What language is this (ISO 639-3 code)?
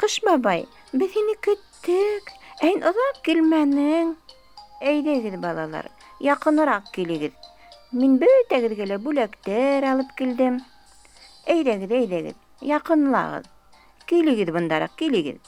bak